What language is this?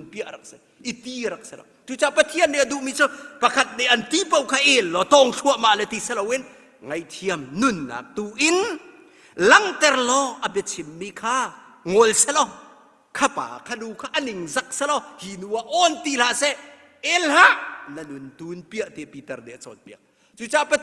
Hakha Chin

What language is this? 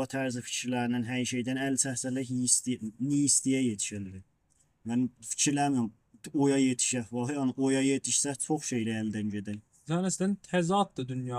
South Azerbaijani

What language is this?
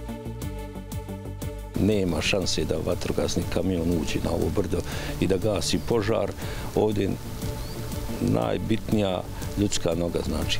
Bosnian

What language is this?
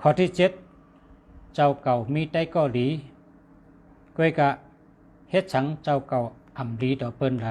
Shan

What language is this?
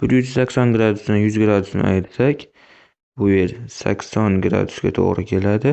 Uzbek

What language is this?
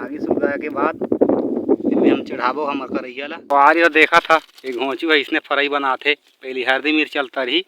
Chhattisgarhi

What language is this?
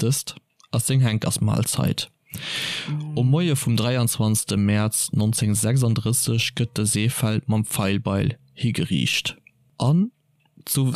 Luxembourgish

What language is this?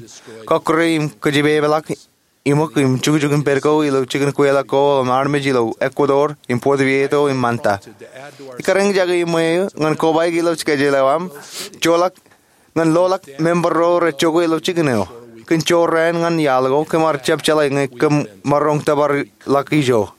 Marshallese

